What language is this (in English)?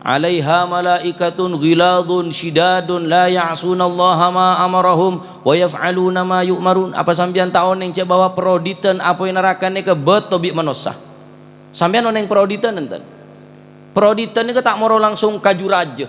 Madurese